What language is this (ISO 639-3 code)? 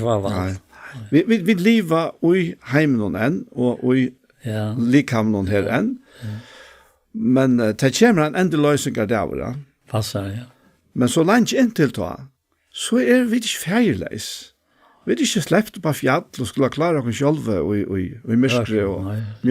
fao